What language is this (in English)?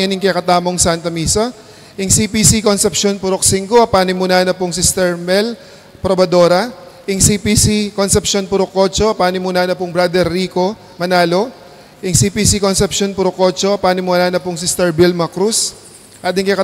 Pampanga